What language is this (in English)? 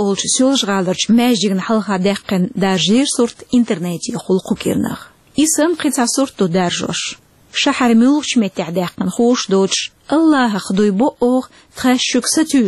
Chechen